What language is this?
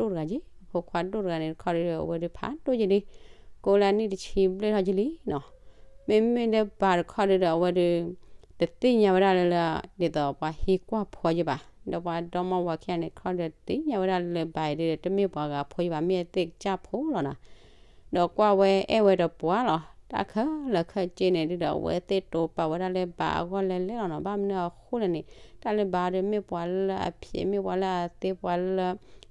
S'gaw Karen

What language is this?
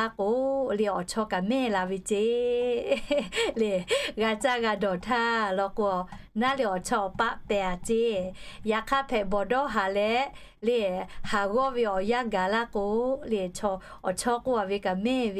Lahu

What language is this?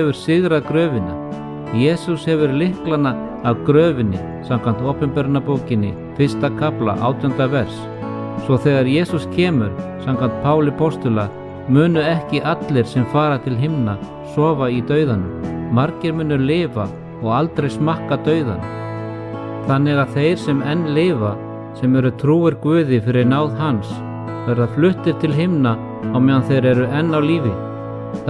Icelandic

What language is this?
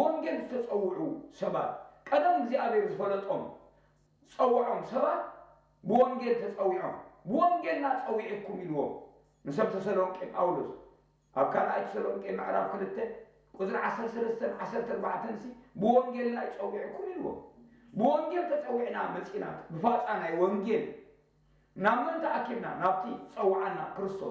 Tigrinya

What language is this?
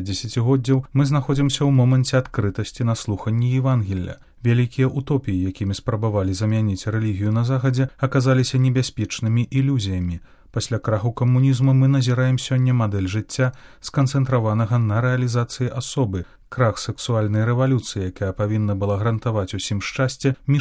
Belarusian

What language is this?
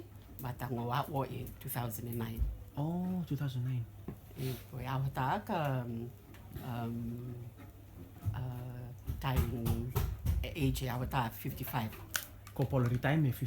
Rotuman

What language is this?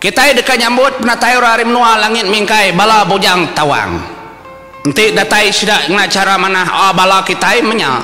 Iban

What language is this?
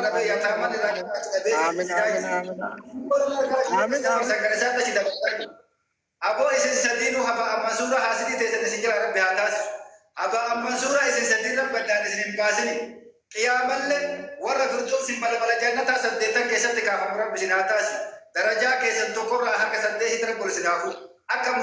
Oromo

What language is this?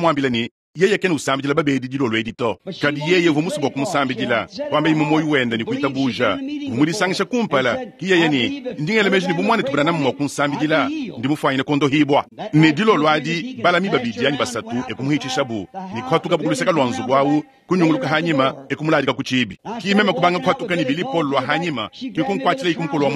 Luba-Lulua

